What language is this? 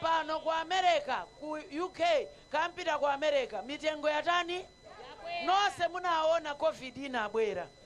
Nyanja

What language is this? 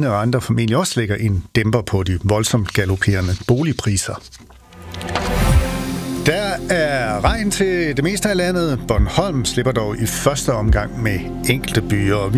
Danish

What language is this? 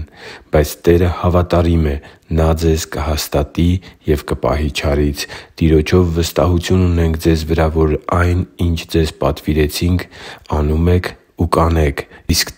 Armenian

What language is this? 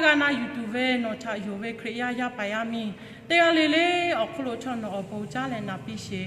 Lahu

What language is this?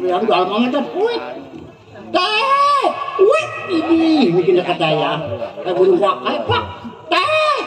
Betawi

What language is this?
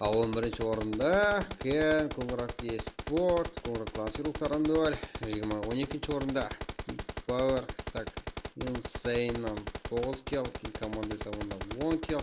Kara-Kalpak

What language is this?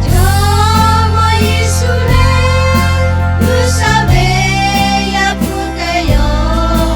Lahu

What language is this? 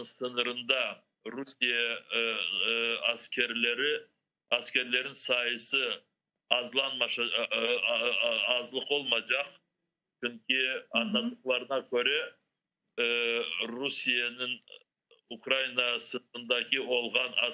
Crimean Tatar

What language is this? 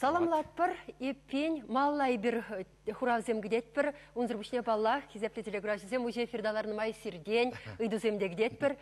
Chuvash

